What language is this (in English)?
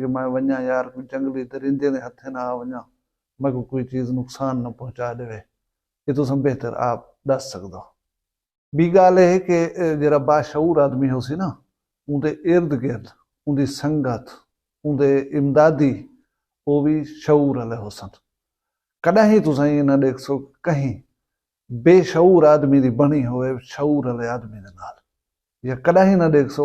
Saraiki